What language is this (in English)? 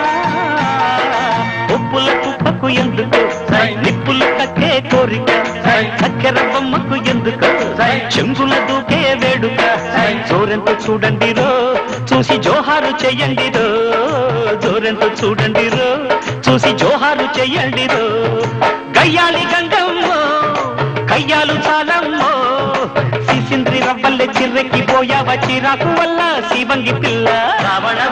Telugu